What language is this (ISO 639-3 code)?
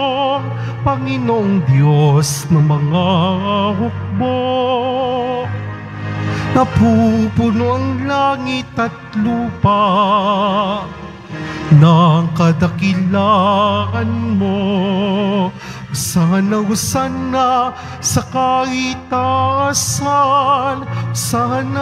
fil